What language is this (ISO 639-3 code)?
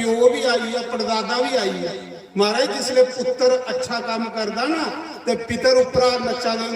doi